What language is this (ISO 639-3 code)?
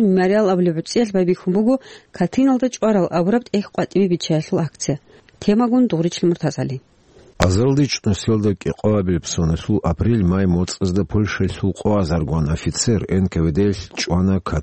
ava